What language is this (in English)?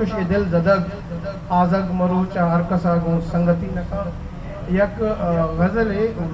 Eastern Balochi